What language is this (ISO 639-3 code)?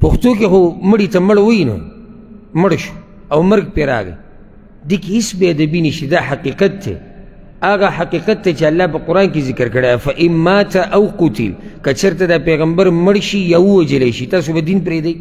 pus